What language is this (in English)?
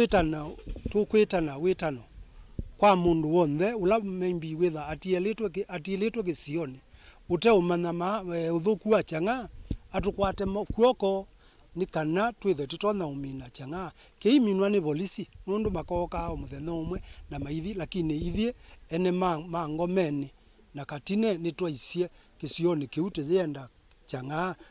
Kamba